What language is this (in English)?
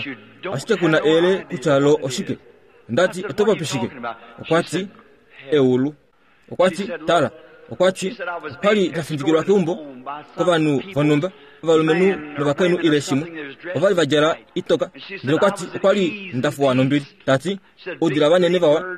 Kuanyama